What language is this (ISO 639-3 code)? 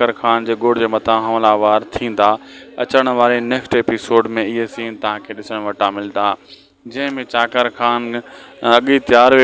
snd